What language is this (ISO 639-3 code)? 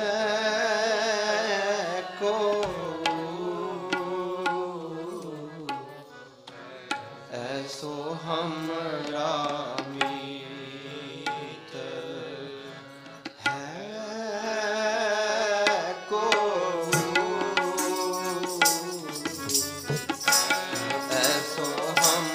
pan